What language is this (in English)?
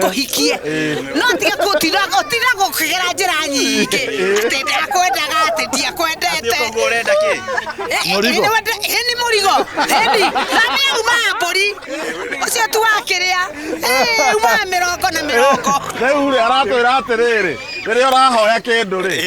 Kikuyu